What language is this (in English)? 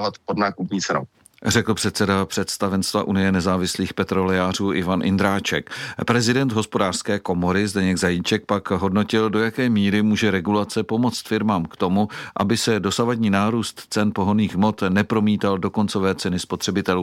Czech